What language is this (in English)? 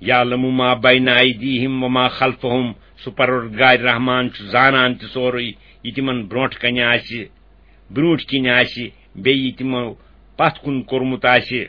Kashmiri